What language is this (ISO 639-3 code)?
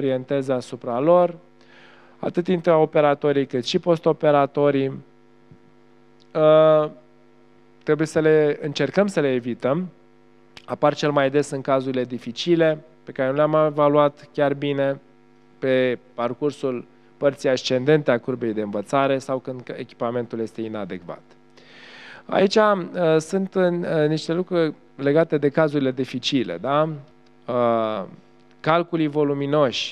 ron